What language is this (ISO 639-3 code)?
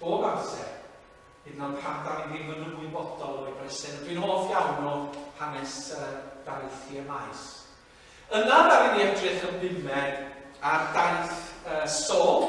cym